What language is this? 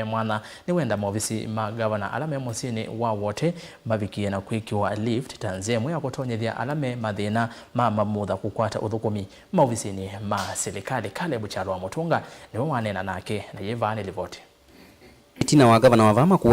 Kamba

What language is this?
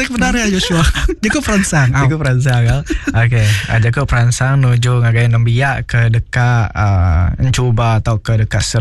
Iban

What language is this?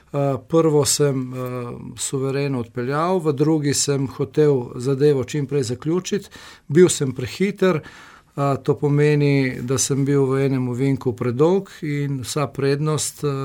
Slovenian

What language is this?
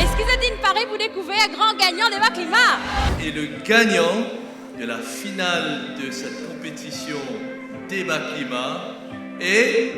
Morisyen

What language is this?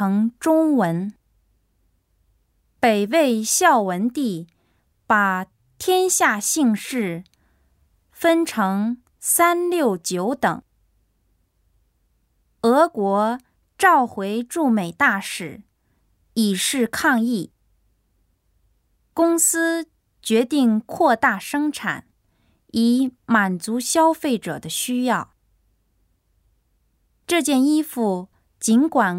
Chinese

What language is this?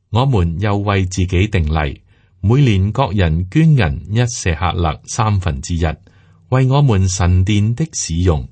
Cantonese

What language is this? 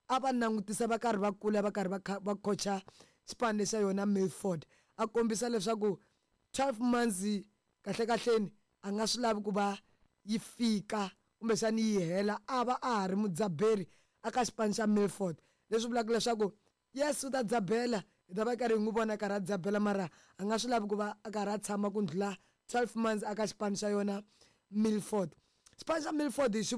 Tsonga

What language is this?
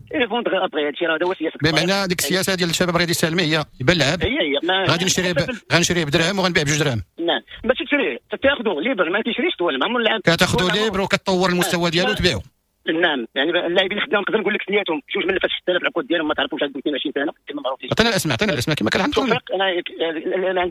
Moroccan Arabic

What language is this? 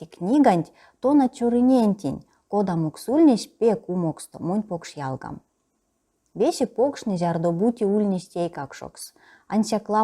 Erzya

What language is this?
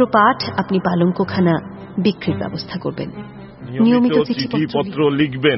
Bangla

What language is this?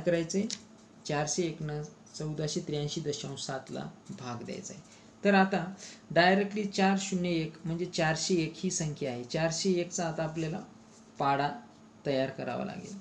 Marathi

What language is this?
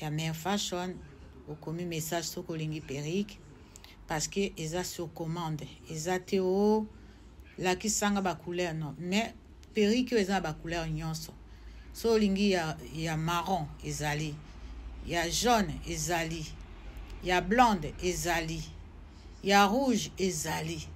Lingala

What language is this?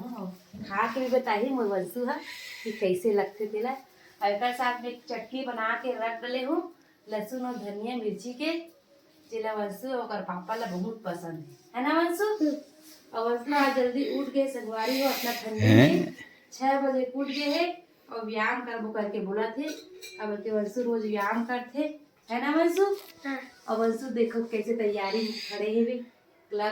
Chhattisgarhi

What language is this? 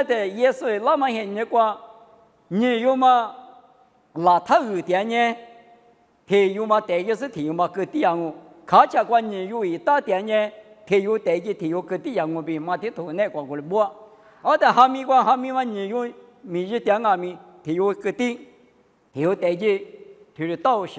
Lisu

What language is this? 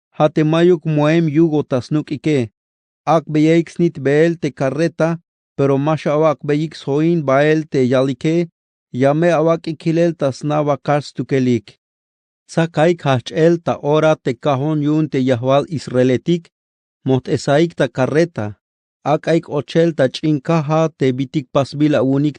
Tzeltal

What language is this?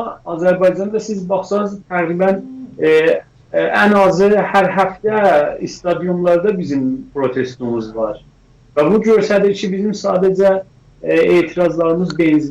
South Azerbaijani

